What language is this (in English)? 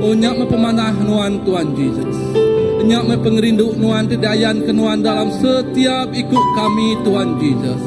Iban